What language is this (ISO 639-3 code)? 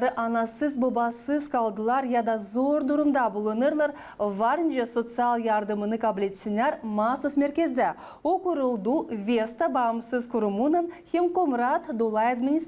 gag